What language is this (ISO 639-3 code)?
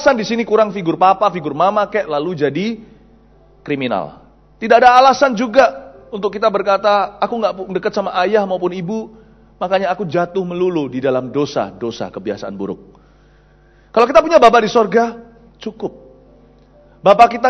ind